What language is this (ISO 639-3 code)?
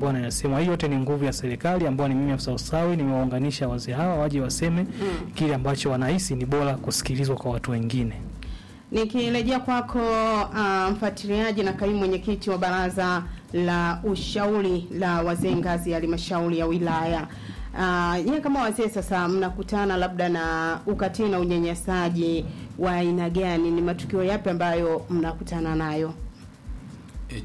swa